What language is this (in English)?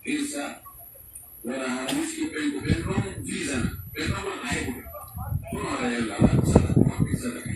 Pular